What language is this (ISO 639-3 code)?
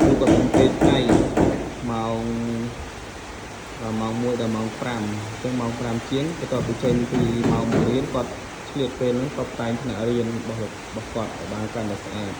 khm